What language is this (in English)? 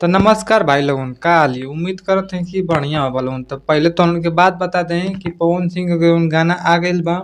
Bhojpuri